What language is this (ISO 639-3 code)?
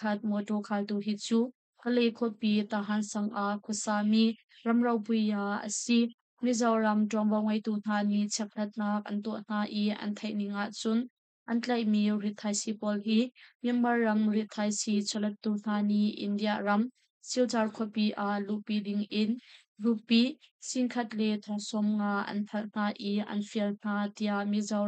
cnh